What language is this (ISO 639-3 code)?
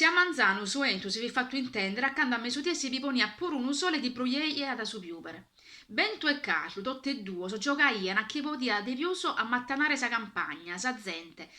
srd